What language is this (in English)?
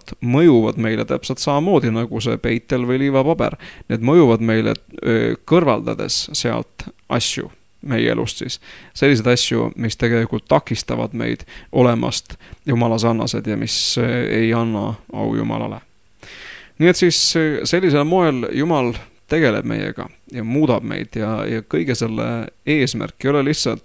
Estonian